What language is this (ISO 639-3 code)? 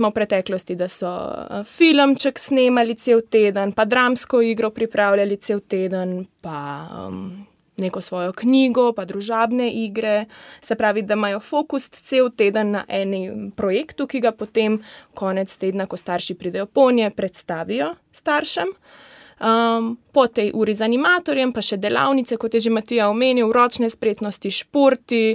slv